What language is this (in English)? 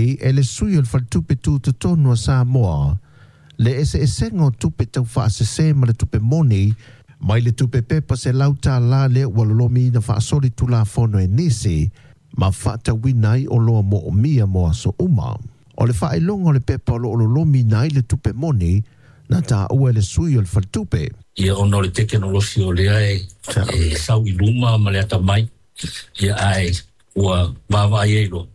Samoan